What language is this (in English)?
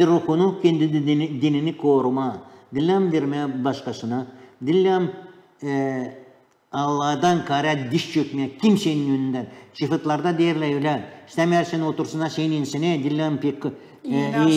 Gagauz